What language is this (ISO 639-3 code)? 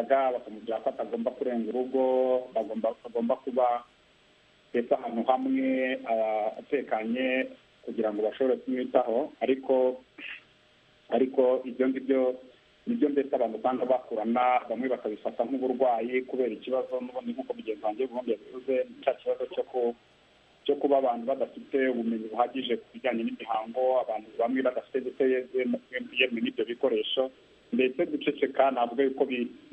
kin